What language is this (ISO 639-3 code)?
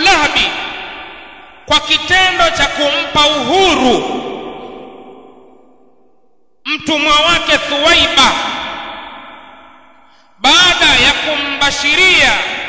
swa